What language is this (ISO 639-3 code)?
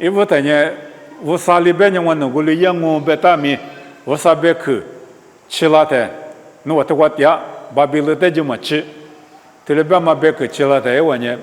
lis